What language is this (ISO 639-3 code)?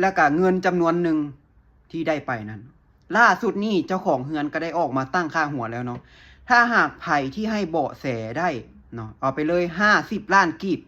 lao